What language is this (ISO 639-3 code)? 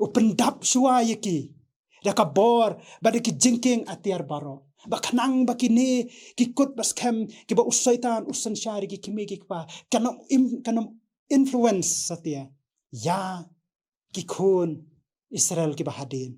kha